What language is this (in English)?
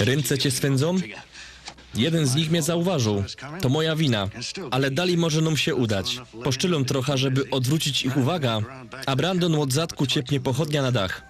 Silesian